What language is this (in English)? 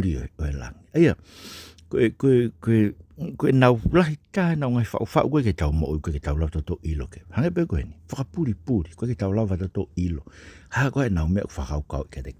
Tongan